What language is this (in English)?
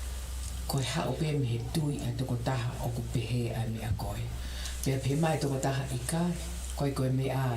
Tongan